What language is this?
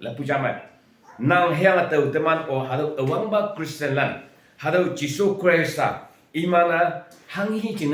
Konyak Naga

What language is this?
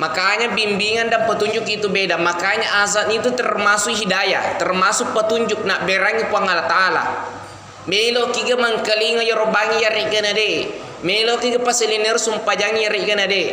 Buginese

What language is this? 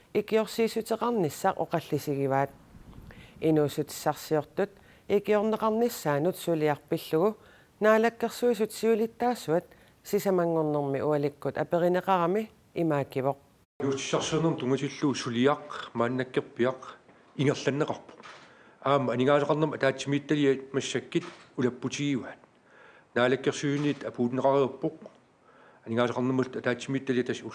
Kalaallisut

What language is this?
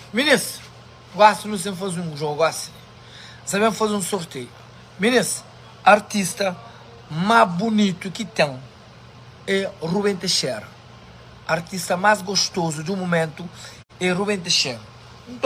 Kabuverdianu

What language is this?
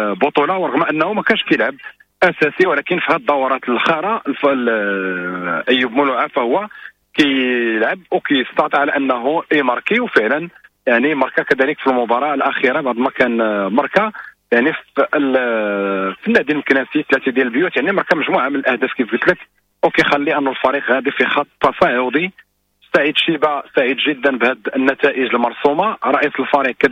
Moroccan Arabic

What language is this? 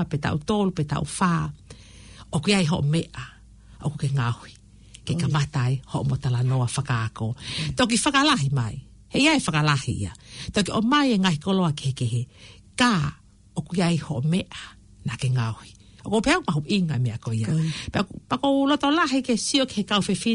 Tongan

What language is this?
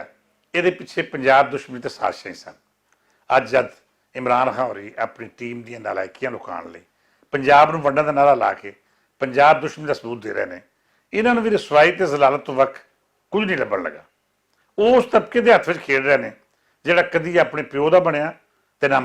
Western Panjabi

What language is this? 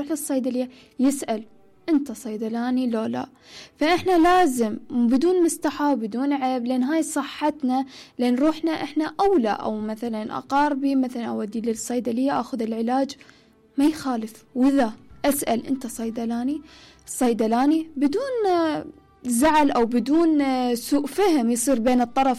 Mesopotamian Arabic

